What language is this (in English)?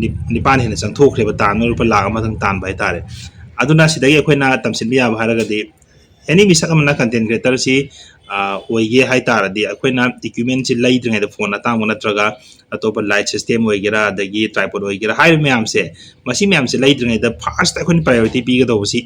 Manipuri